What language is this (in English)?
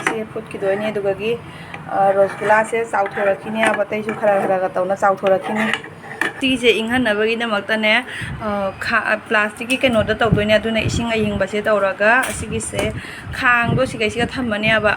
Manipuri